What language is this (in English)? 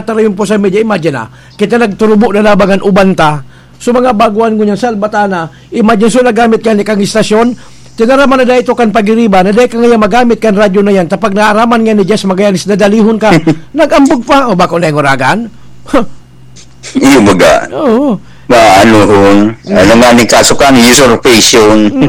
Bikol